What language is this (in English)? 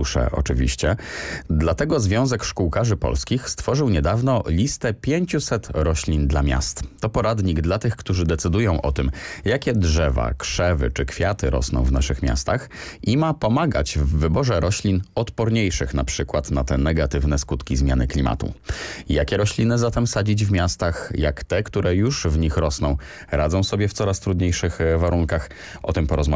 Polish